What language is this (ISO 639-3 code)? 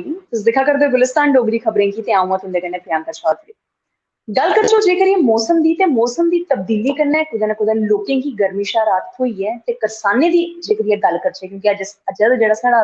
doi